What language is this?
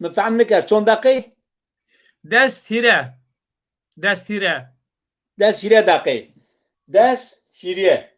Zaza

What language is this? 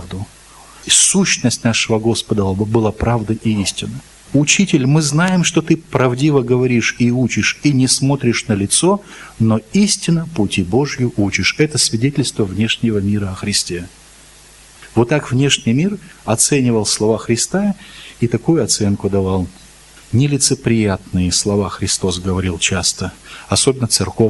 Russian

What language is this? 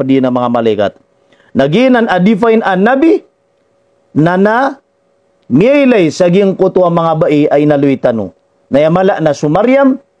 Maranao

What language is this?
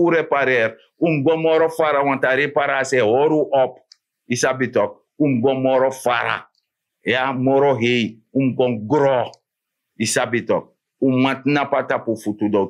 Sranan Tongo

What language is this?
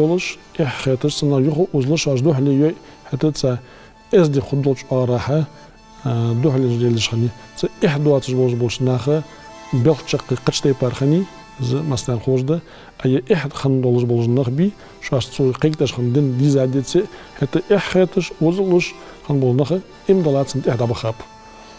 Ingush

